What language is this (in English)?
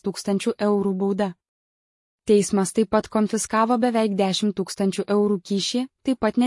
Lithuanian